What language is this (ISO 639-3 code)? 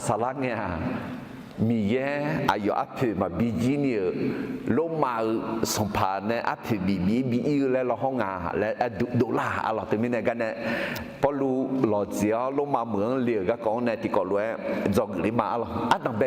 ahk